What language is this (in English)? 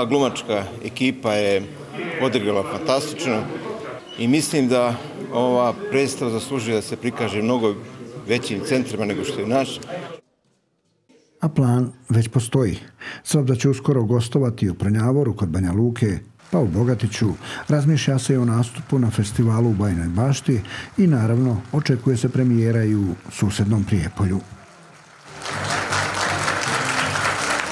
Serbian